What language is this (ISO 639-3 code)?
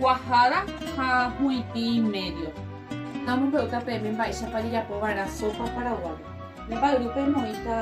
grn